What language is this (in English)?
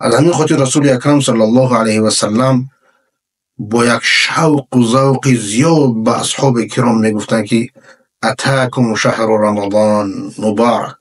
Persian